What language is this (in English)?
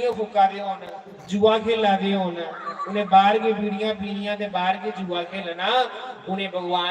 Dogri